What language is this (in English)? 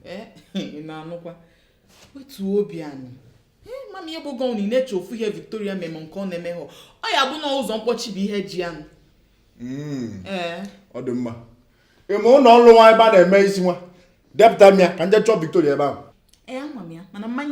Igbo